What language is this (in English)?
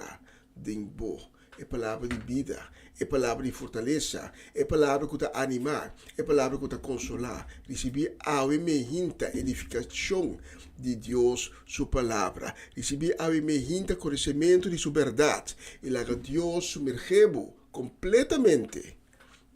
Papiamento